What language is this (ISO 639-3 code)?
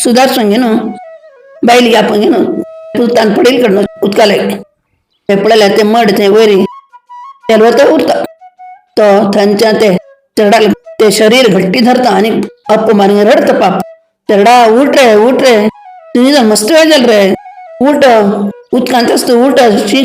kok